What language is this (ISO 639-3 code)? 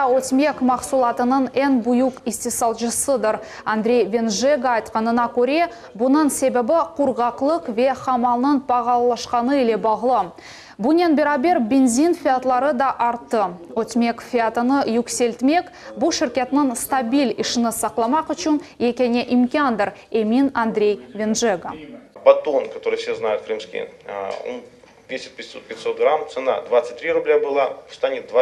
crh